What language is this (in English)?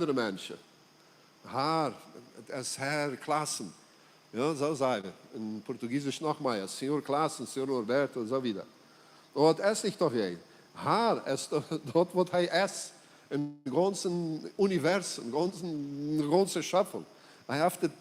Plautdietsch